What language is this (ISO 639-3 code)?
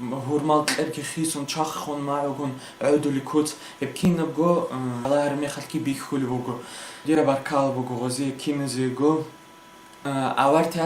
ava